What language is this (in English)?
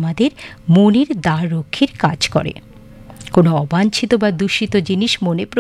Bangla